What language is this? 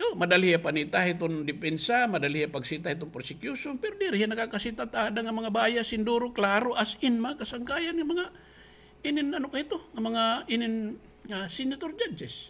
Waray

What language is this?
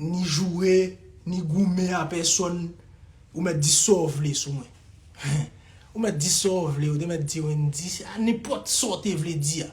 Haitian Creole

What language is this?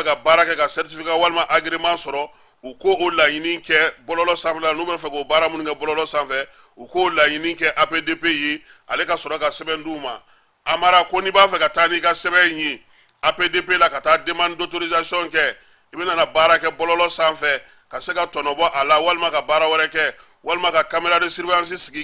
Bambara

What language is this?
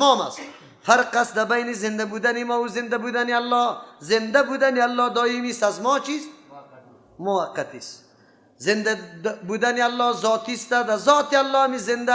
Persian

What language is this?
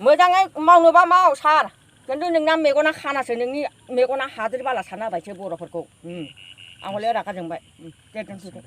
Bodo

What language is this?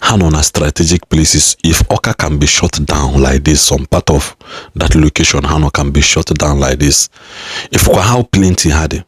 Igbo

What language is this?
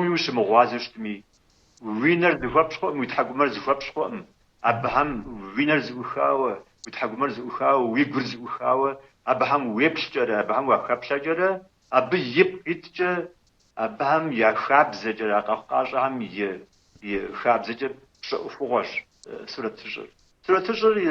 Kabardian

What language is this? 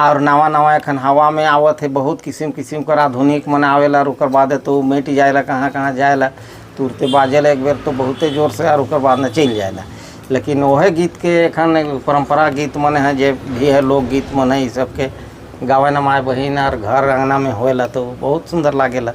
Sadri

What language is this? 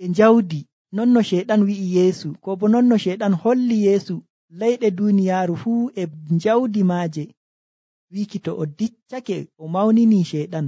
Nigerian Fulfulde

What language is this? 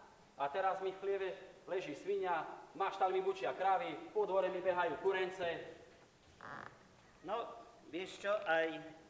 Slovak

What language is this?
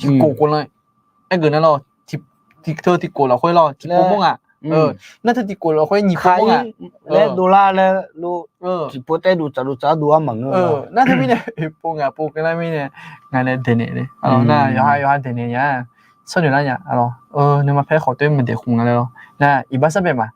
Akha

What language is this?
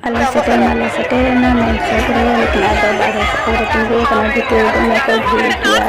Santali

